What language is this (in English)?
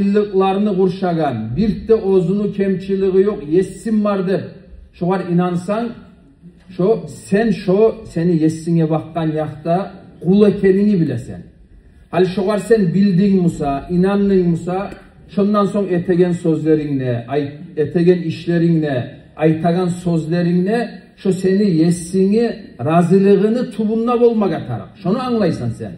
Kumyk